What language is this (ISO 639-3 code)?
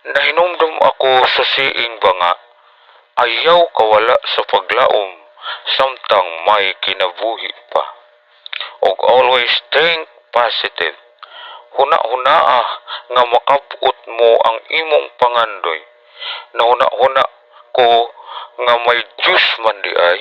ceb